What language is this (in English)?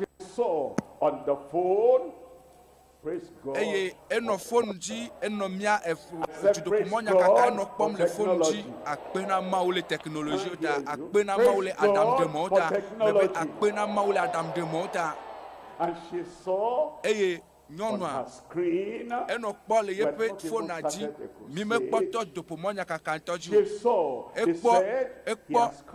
Ewe